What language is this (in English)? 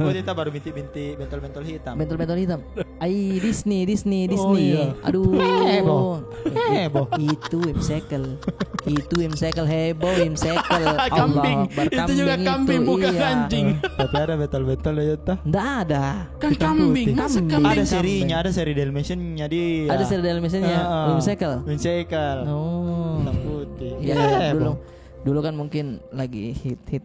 Makassar Malay